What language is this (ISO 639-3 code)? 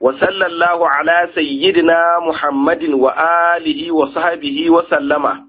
hau